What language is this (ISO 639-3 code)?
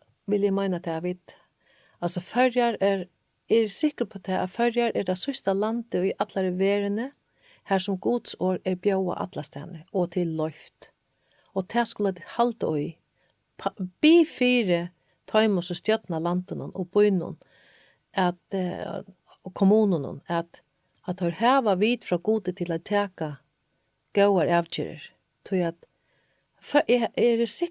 fao